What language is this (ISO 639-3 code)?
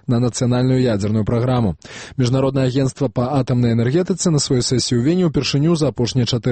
bel